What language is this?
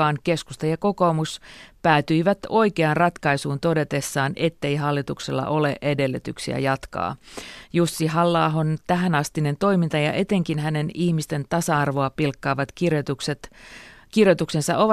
Finnish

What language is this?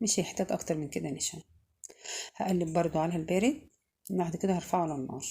Egyptian Arabic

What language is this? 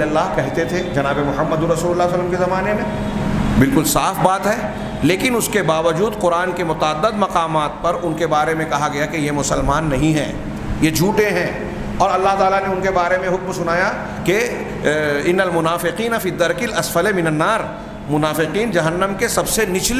Urdu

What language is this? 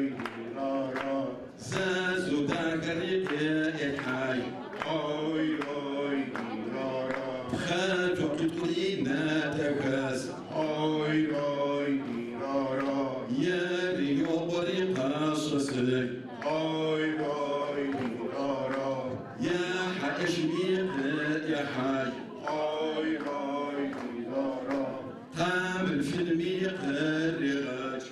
Adyghe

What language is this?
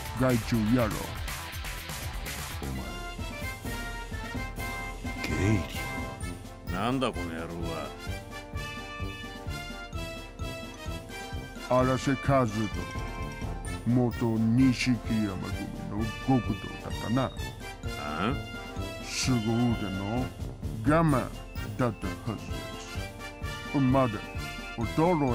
Japanese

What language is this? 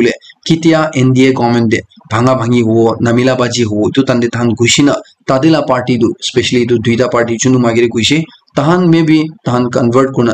Naga Pidgin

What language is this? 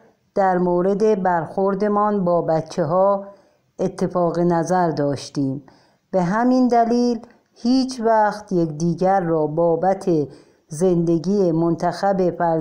Persian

